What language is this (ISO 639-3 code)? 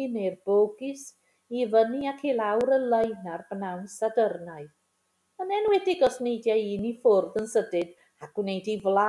cym